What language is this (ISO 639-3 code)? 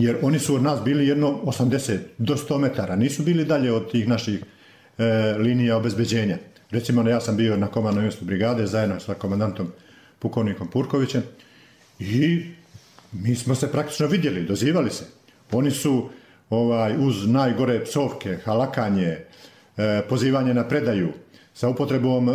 bos